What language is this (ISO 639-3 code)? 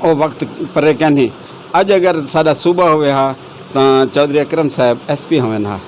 skr